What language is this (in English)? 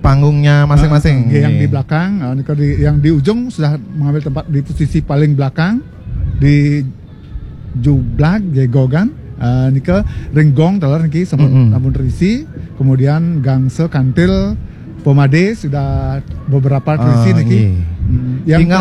Balinese